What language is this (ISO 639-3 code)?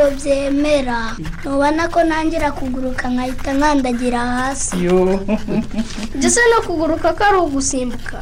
kin